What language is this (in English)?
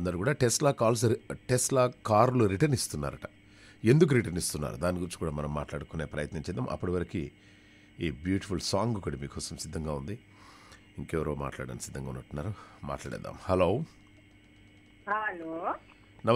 Telugu